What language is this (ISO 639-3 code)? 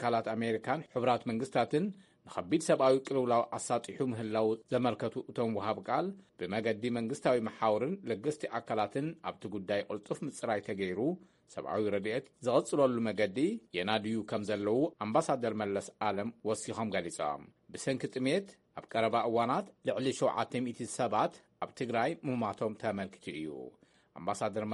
tir